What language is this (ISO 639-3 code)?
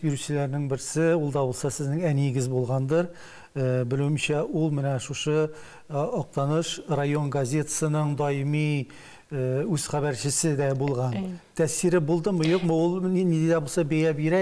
tat